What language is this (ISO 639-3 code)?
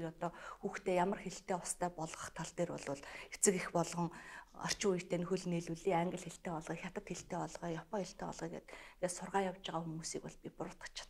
mon